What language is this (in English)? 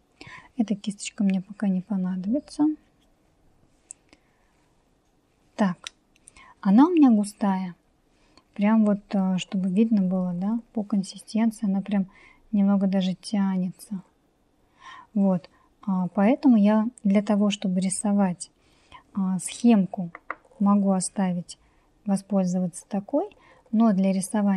Russian